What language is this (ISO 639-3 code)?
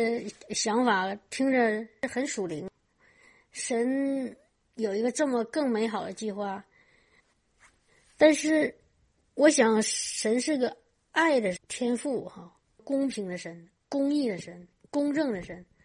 zho